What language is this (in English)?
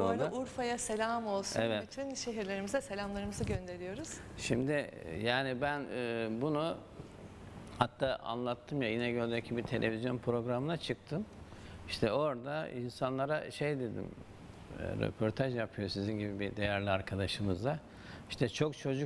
Turkish